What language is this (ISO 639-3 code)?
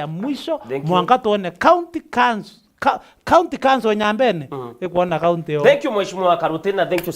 mer